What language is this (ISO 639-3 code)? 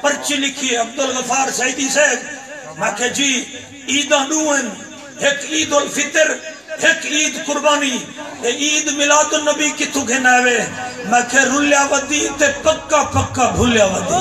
skr